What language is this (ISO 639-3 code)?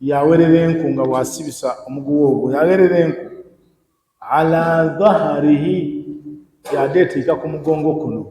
lug